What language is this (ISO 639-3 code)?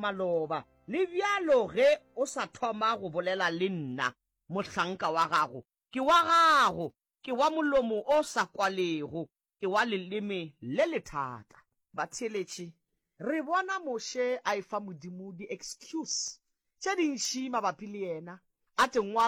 nso